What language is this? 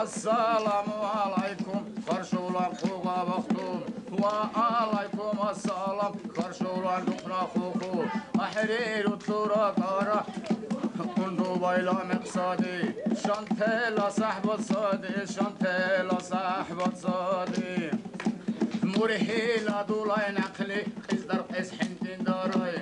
Dargwa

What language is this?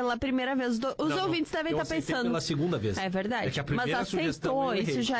Portuguese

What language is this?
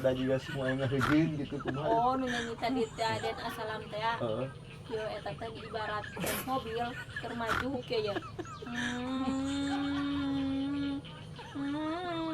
Sundanese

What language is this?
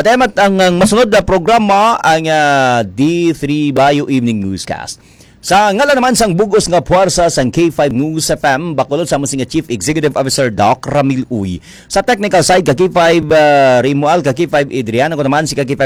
Hiligaynon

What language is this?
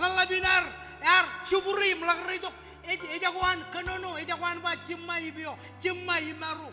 Marshallese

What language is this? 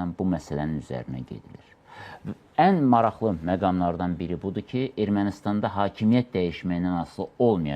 Azerbaijani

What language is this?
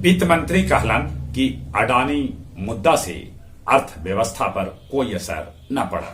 Magahi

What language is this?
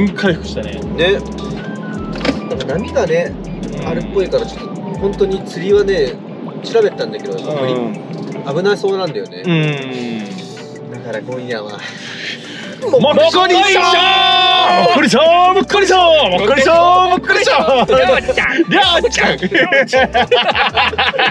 Japanese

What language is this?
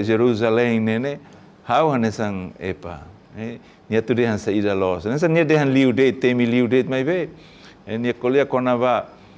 Tetum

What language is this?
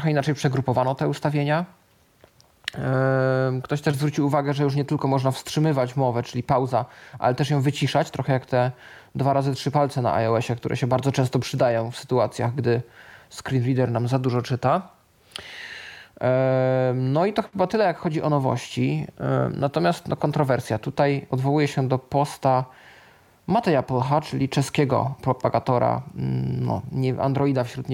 Polish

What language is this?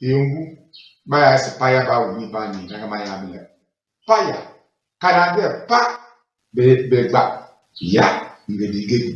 Tem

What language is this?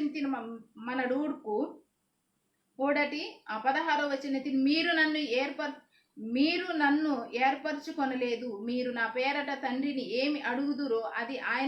Koya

